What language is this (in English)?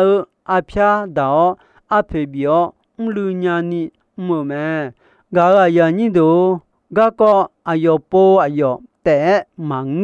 Akha